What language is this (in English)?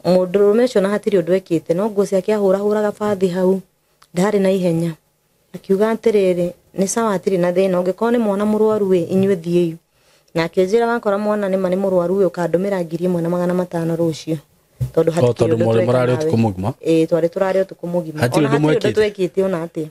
Kikuyu